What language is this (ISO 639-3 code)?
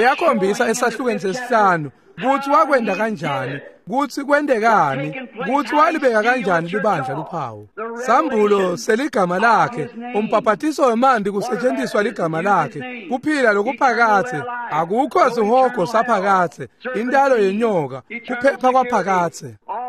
ssw